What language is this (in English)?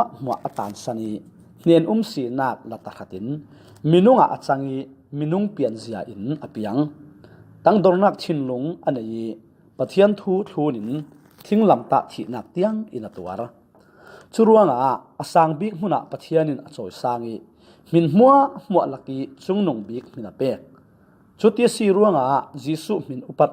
Falam Chin